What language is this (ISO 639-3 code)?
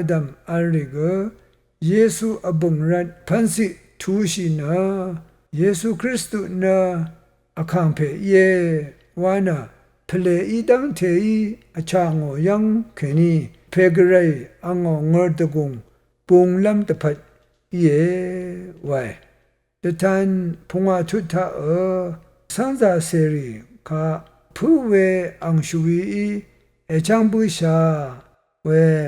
raw